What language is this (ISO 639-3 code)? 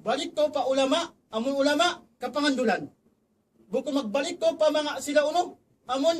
tsg